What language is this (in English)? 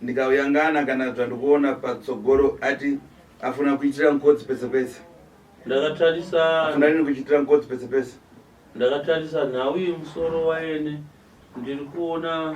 Shona